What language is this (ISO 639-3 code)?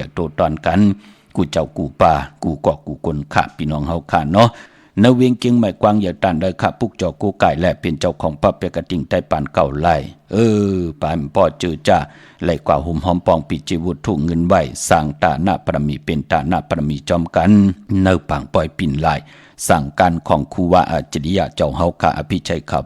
shn